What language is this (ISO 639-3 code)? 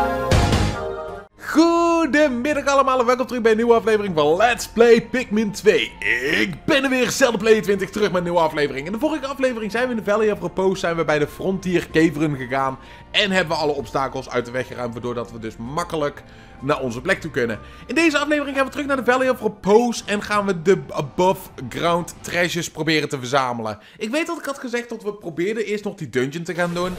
nld